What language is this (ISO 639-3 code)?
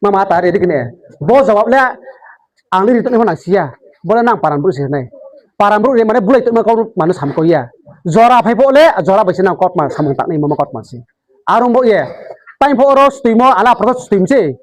ria